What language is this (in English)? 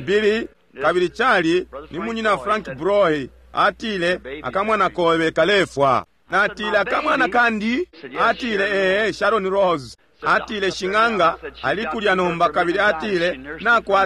Bemba